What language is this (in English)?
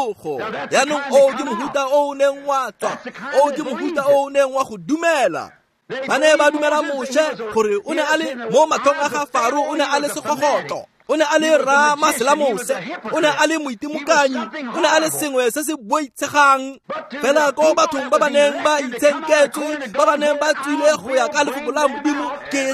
Tswana